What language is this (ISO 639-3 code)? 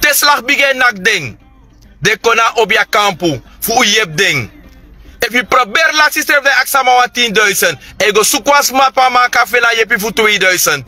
srn